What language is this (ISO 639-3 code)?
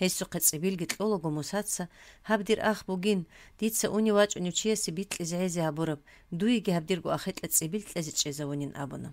ava